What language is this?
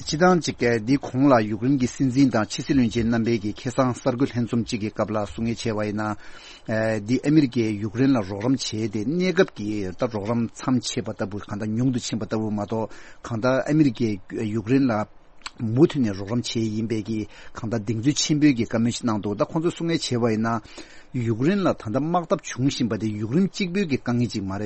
Tibetan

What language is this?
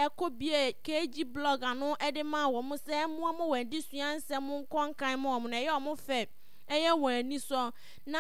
Akan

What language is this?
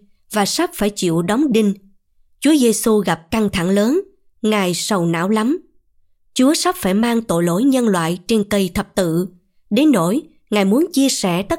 Vietnamese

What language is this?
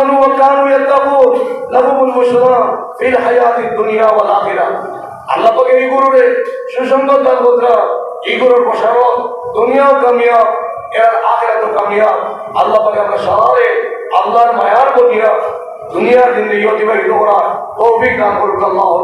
Sylheti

